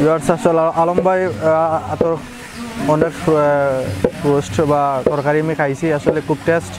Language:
Sylheti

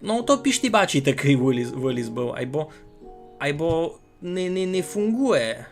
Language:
Rusyn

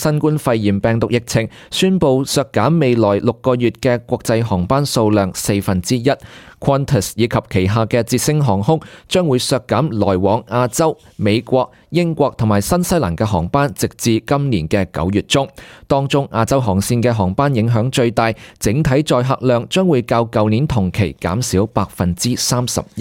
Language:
Cantonese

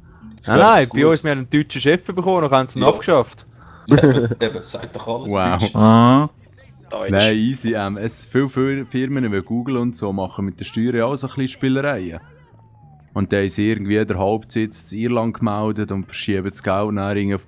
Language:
Swiss German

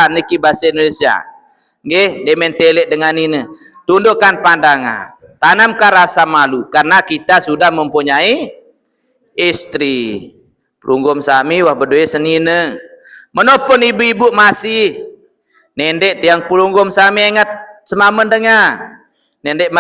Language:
Sasak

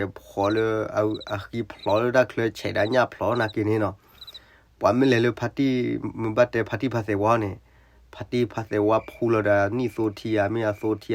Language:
S'gaw Karen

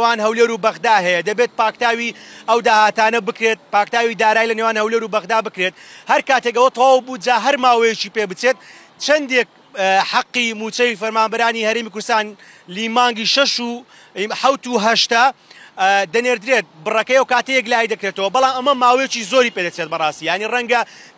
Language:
Central Kurdish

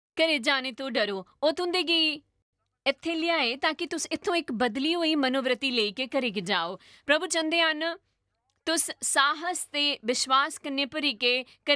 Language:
Dogri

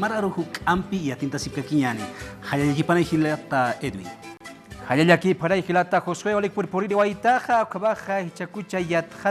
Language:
Aymara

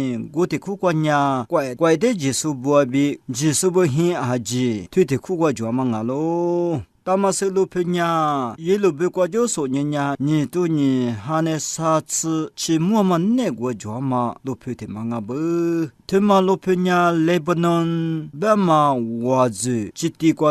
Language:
Lisu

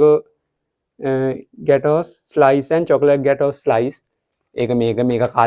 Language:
Sinhala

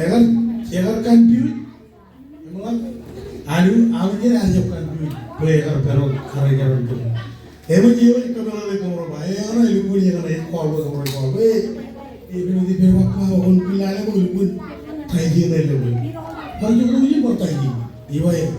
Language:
Marshallese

